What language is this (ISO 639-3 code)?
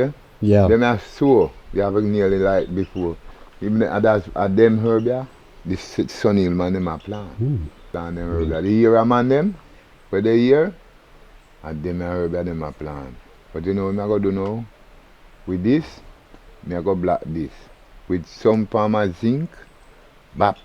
jam